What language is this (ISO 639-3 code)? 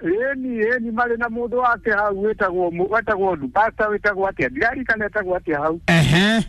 kik